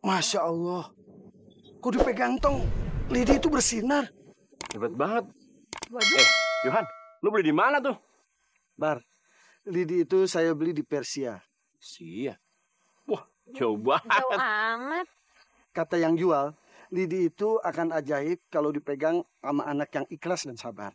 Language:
Betawi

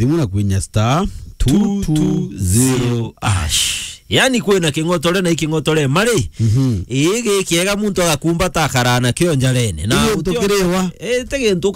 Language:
Meru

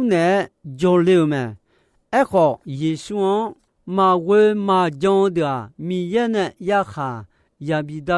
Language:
Akha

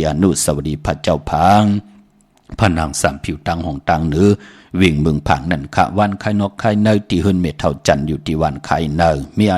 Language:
Shan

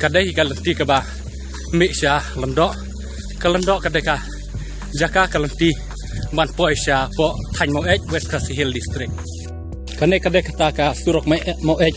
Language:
Khasi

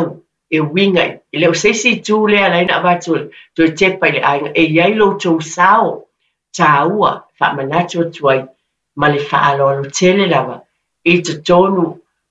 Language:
Samoan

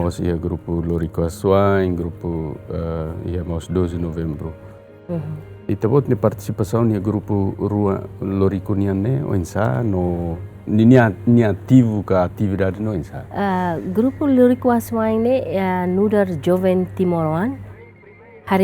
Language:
Tetum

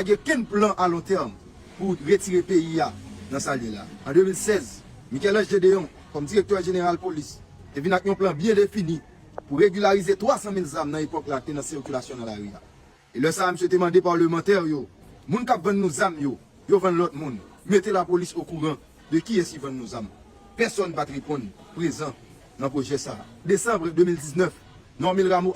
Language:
Haitian Creole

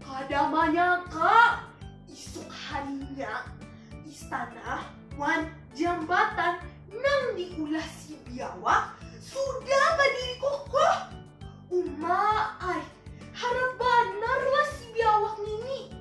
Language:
Banjar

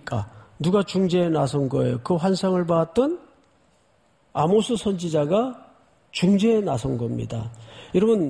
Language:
Korean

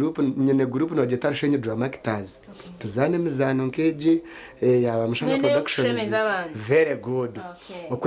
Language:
Nyankole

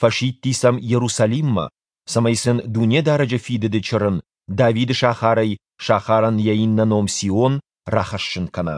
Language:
Ossetic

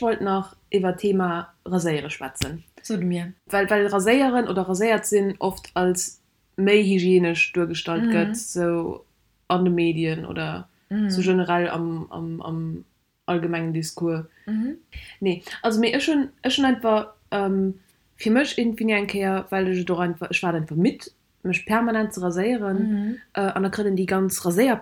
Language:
Luxembourgish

